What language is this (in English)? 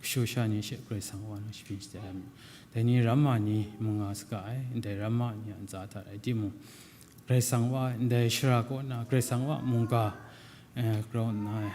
Kachin